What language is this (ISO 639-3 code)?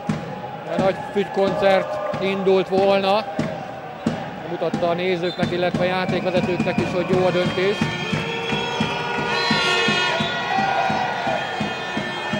hun